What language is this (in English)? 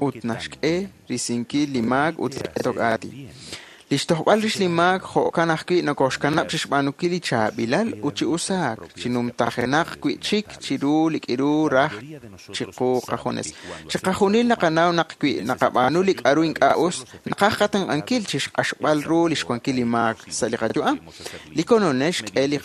Kekchí